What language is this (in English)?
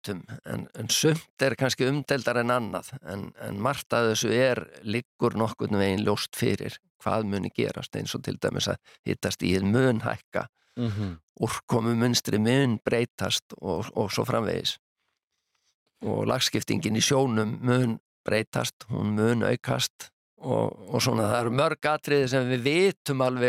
Icelandic